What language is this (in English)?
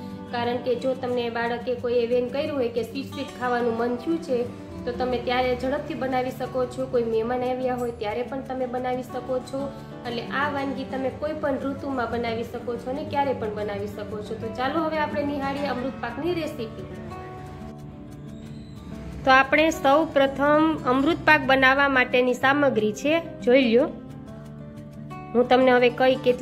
Gujarati